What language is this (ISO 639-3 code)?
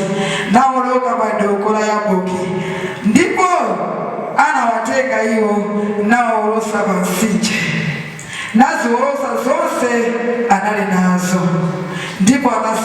nya